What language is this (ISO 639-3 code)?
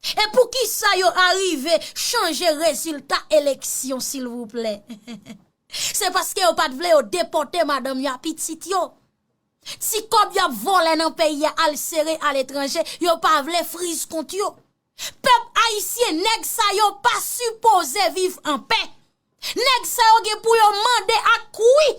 hat